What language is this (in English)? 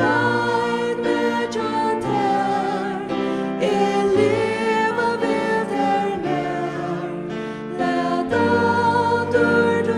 Faroese